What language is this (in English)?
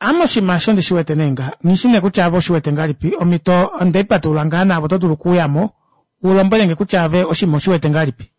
Kuanyama